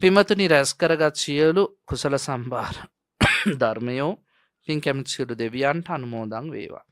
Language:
Sinhala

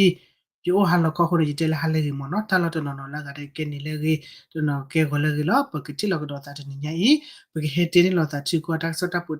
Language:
S'gaw Karen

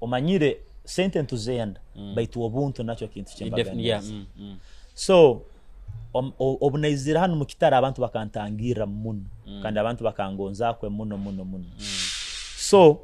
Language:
Nyoro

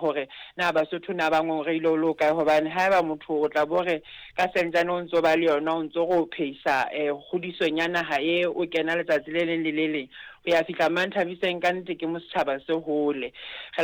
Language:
Southern Sotho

